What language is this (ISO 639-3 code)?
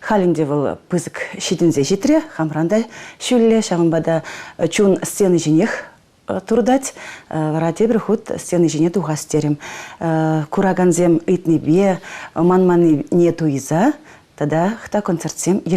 chv